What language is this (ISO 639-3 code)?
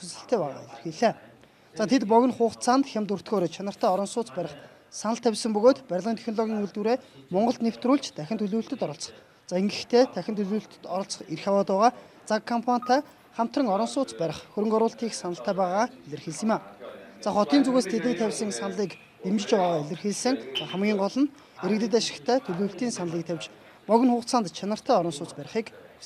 mon